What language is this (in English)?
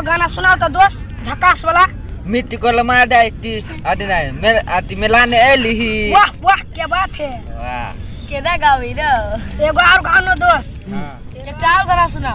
Maithili